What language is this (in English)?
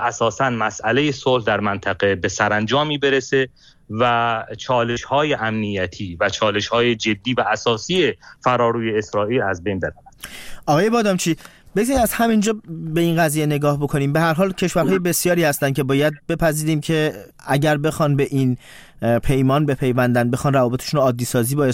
Persian